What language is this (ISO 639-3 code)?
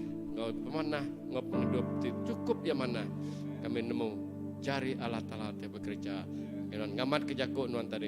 iba